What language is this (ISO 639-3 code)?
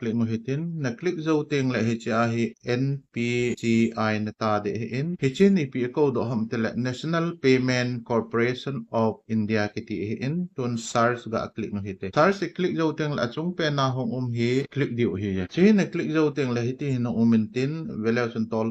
tcz